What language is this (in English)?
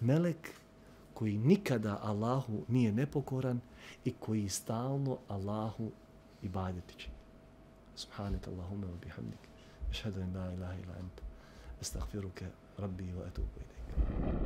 Bosnian